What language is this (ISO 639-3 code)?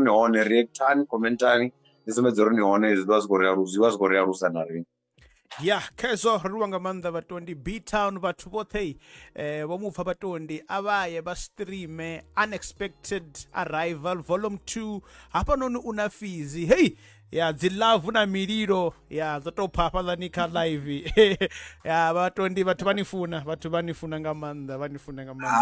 ven